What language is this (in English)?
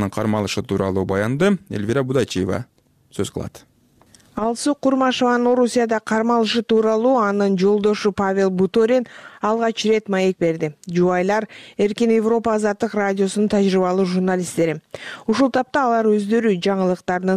Kyrgyz